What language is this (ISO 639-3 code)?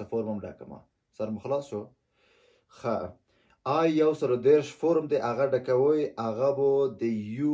pus